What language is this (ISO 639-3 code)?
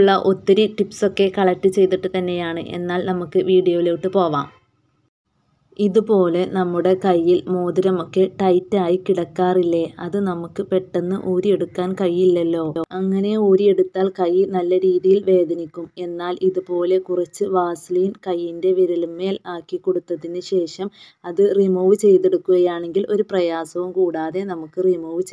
mal